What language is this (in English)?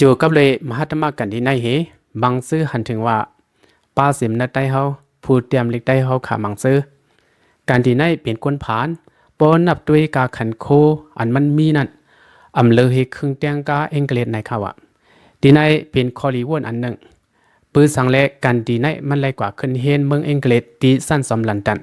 Shan